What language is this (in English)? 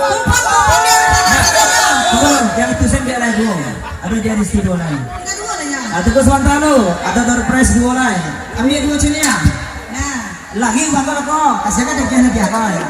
Minangkabau